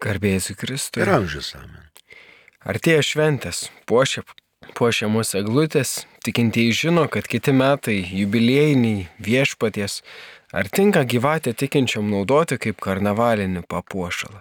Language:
Lithuanian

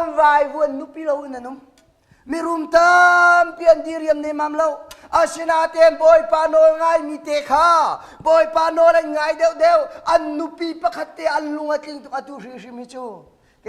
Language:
Hakha Chin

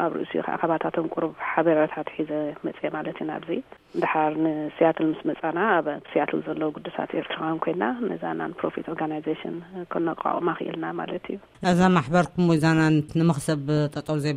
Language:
Tigrinya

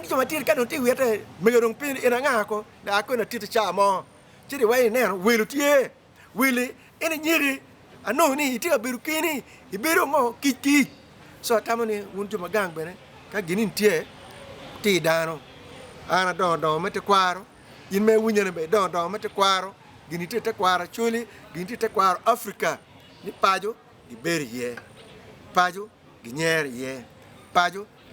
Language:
Acoli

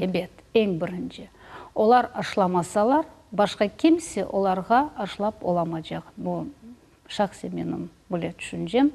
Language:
Crimean Tatar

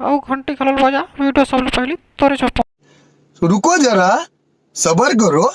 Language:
Chhattisgarhi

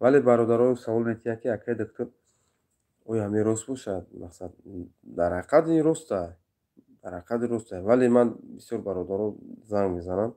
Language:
Tajik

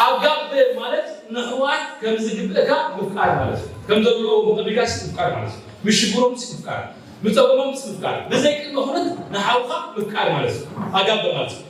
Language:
Tigrinya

